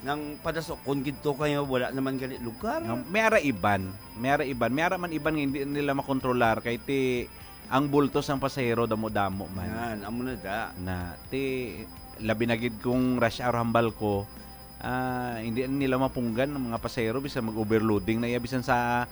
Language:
Hiligaynon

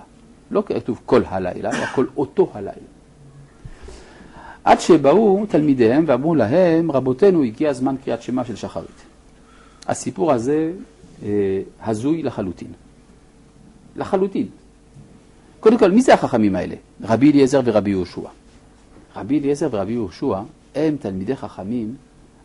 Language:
Hebrew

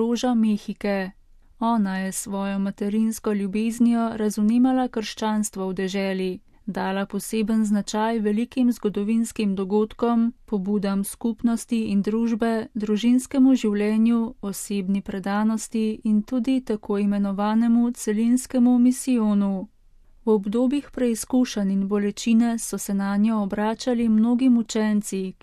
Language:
Slovenian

